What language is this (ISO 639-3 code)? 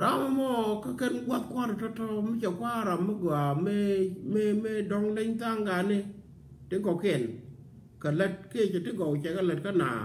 nus